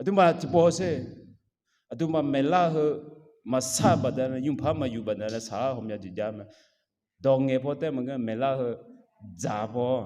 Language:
Akha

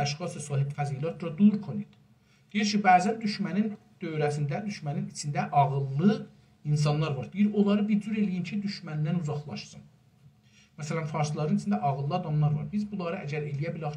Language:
South Azerbaijani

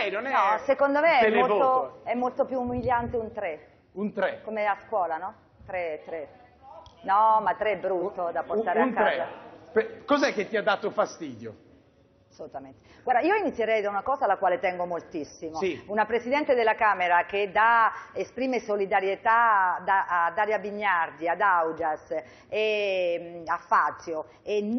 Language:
Italian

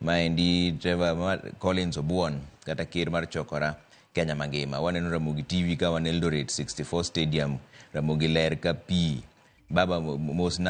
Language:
Luo (Kenya and Tanzania)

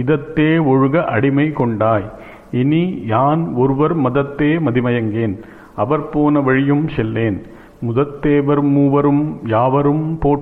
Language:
Tamil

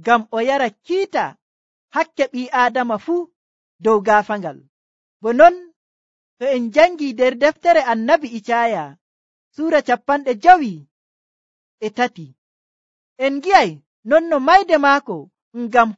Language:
Nigerian Fulfulde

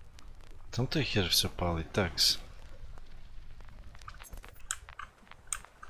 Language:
Ukrainian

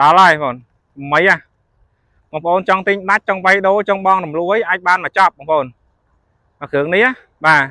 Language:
Khmer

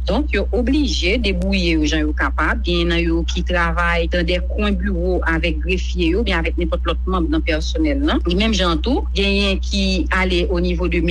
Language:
Haitian Creole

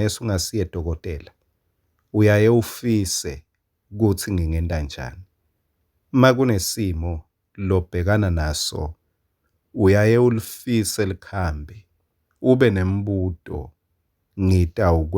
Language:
Swati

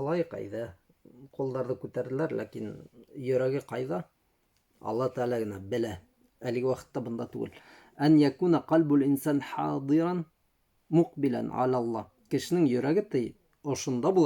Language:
Bashkir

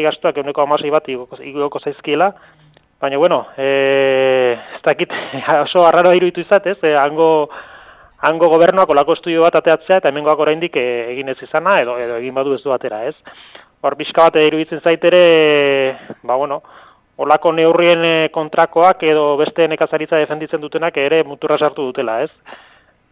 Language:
Basque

